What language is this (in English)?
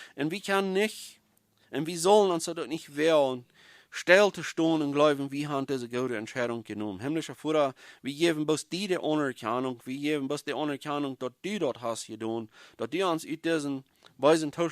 Plautdietsch